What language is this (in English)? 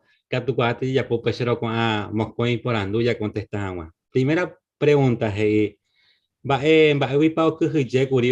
Guarani